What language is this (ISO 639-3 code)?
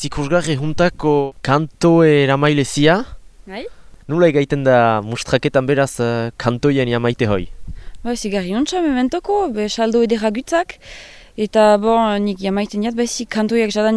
eus